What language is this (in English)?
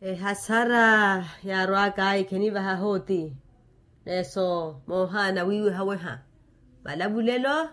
Makhuwa